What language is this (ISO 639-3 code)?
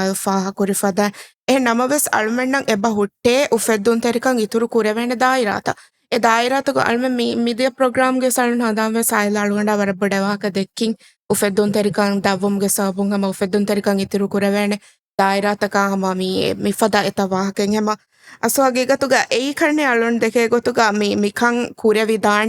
div